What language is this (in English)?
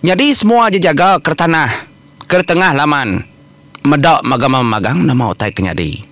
Iban